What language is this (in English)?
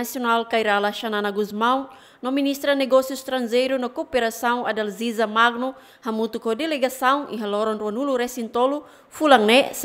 Tetum